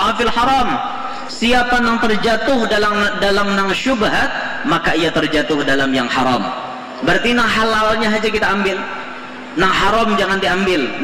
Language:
Banjar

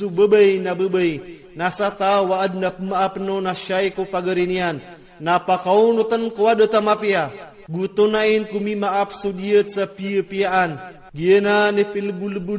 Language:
Iranun (Philippines)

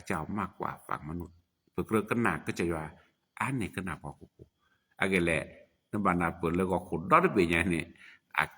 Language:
S'gaw Karen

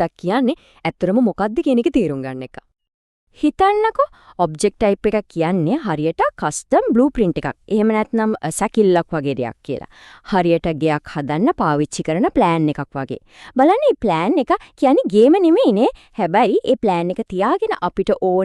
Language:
Sinhala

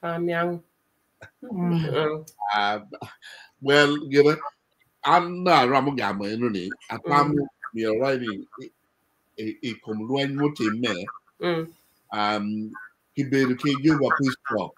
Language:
Acoli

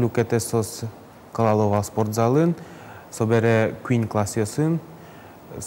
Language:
Udmurt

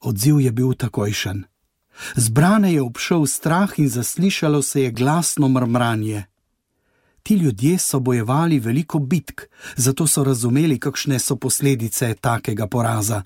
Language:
Slovenian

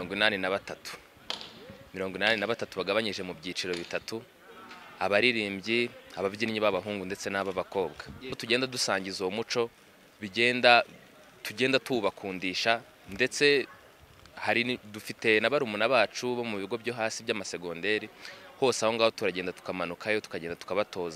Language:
Kinyarwanda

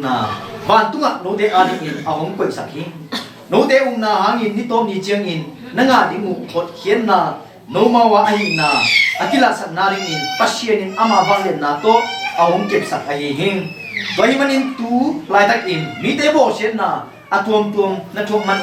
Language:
Tedim Chin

